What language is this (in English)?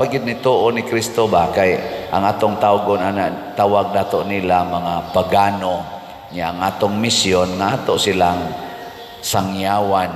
Cebuano